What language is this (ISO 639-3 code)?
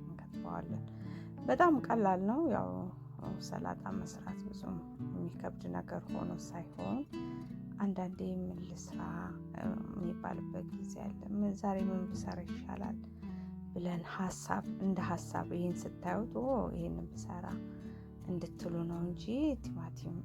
amh